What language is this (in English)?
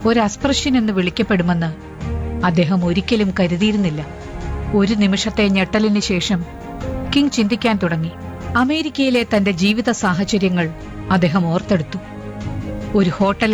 Malayalam